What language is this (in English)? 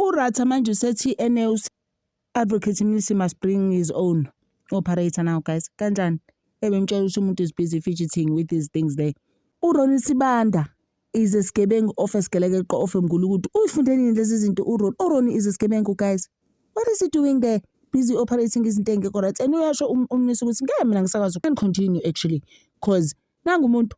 Zulu